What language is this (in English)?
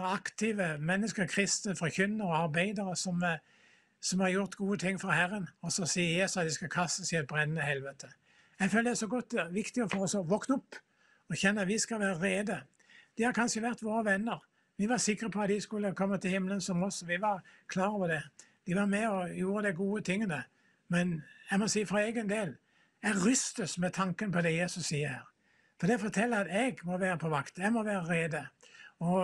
Norwegian